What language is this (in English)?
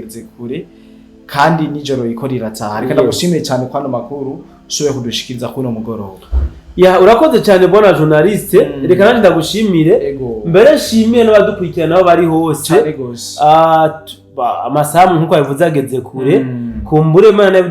Rundi